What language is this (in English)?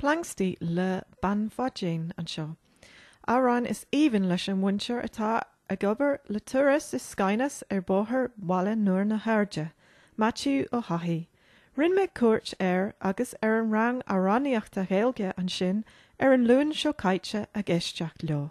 Irish